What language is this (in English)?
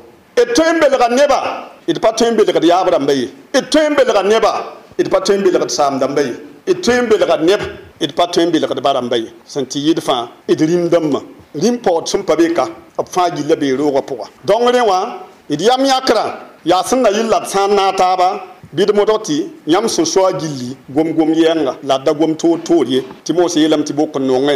Mossi